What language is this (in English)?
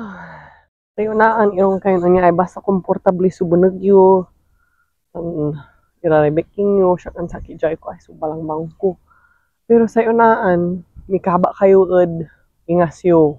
Pangasinan